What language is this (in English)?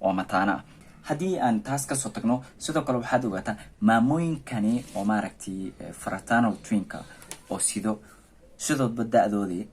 Somali